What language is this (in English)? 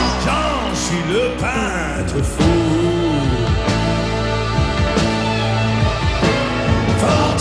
French